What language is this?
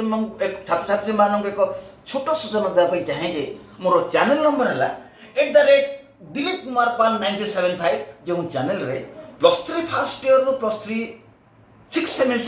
Odia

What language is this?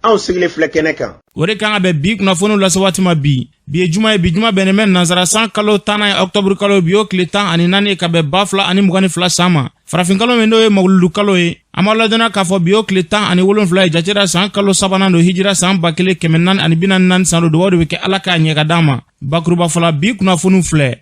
Bambara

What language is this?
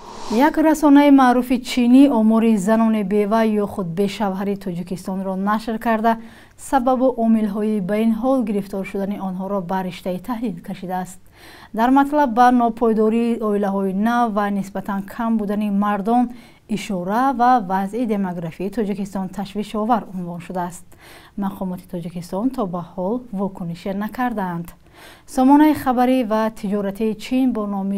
Tajik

